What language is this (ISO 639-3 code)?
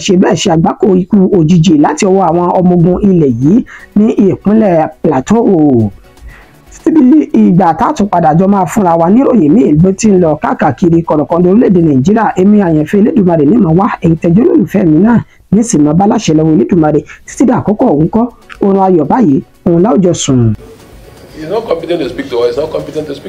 yor